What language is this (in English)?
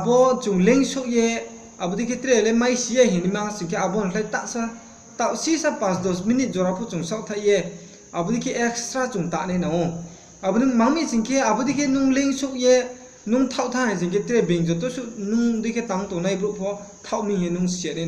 Riang (India)